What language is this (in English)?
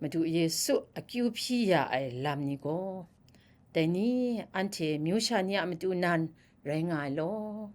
Kachin